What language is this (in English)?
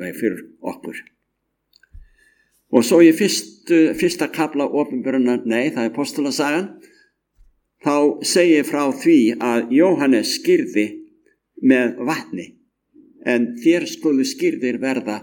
Icelandic